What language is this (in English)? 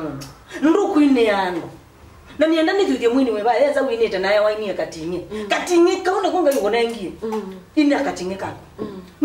Kamba